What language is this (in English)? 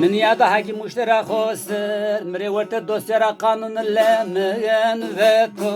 Zaza